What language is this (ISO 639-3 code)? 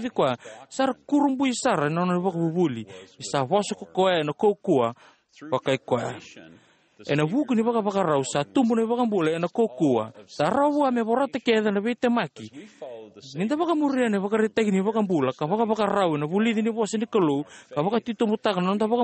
fij